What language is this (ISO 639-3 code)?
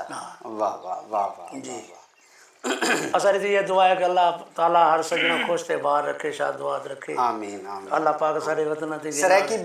skr